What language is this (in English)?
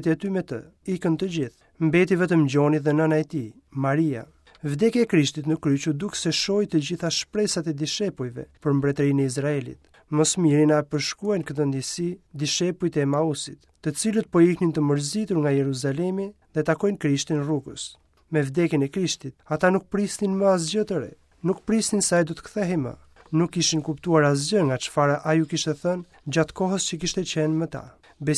Albanian